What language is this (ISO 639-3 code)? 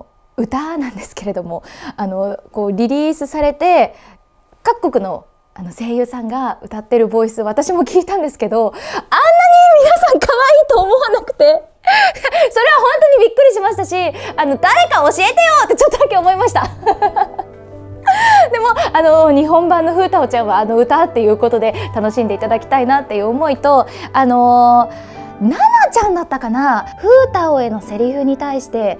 jpn